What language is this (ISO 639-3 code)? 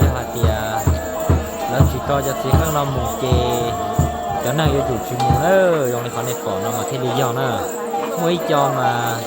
hmn